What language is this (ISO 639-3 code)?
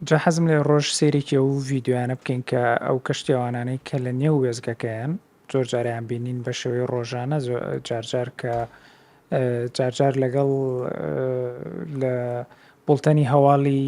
ckb